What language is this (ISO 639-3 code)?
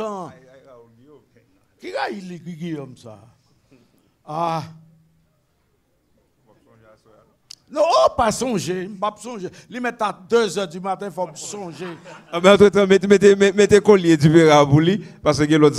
hat